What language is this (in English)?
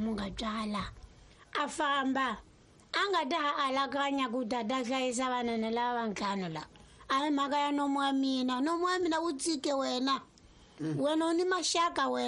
Tsonga